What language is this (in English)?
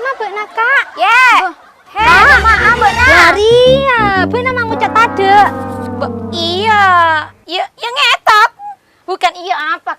Madurese